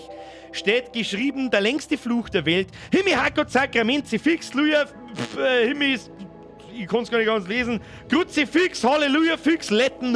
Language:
Bavarian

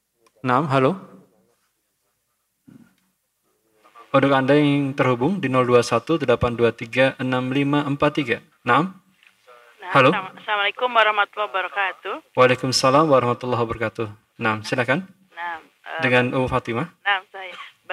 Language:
Indonesian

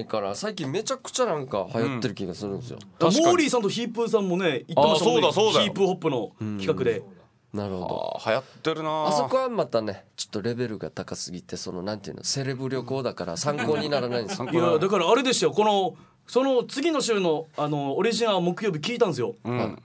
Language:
Japanese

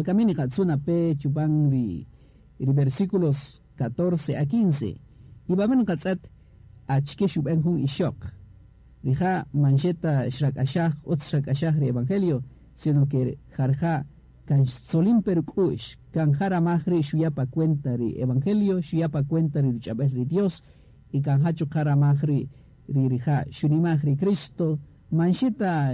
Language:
Kaqchikel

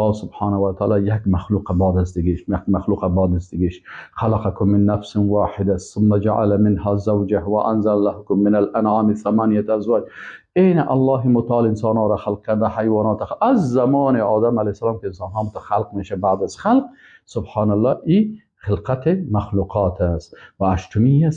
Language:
Persian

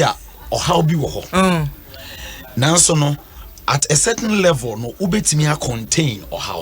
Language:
Akan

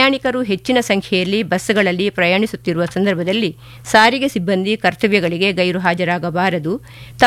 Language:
Kannada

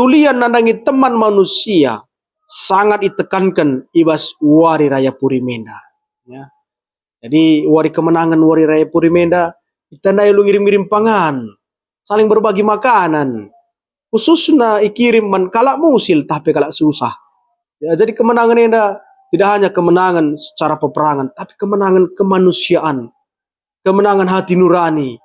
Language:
Batak Karo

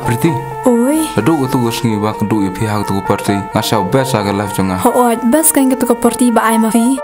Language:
Khasi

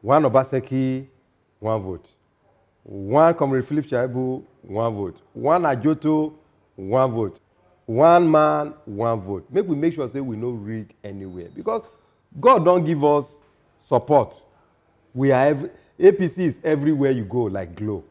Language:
Nigerian Pidgin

